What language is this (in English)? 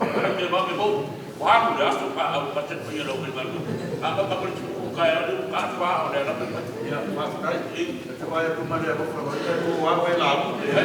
Samoan